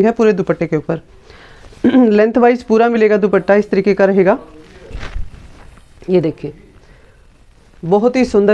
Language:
Hindi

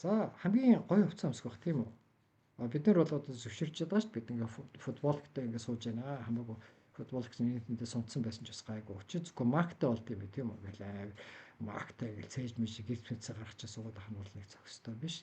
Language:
Mongolian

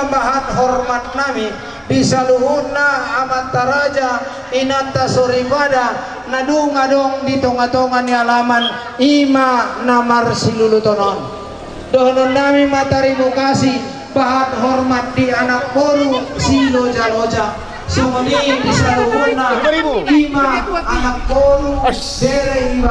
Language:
Batak Toba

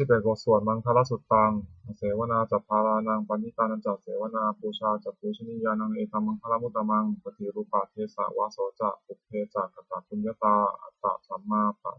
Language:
Pali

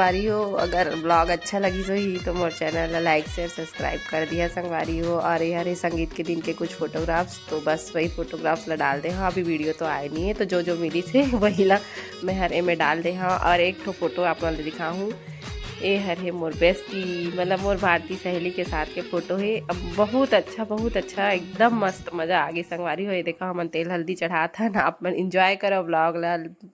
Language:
Chhattisgarhi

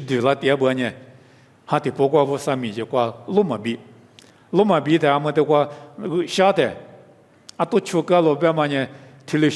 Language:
Lisu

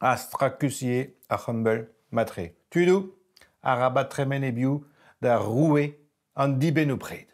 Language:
Breton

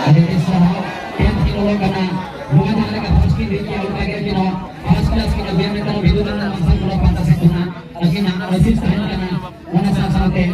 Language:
Santali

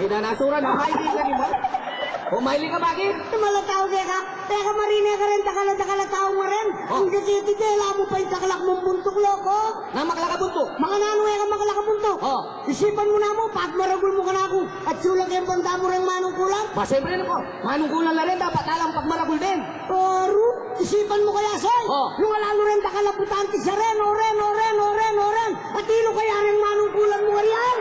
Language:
Pampanga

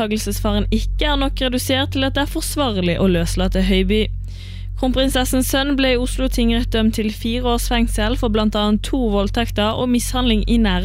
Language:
Norwegian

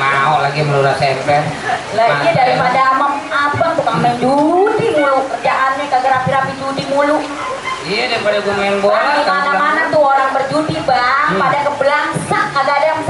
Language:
Betawi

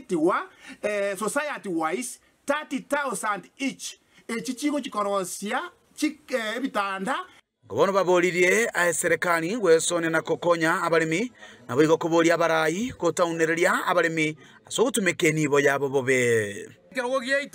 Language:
Gusii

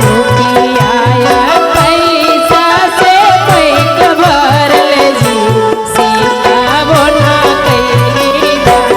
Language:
Magahi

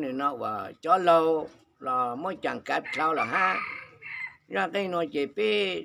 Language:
Hmong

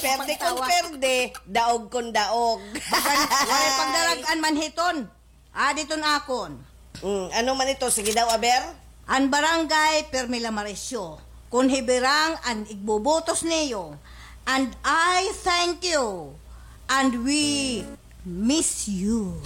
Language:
Waray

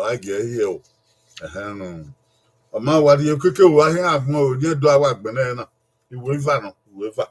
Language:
Bini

